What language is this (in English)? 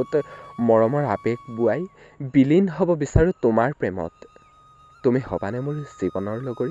Assamese